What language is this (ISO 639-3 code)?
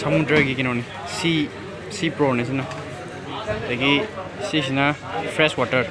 mni